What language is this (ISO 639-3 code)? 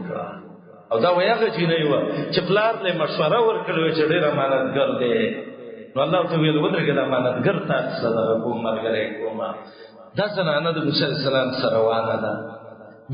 pus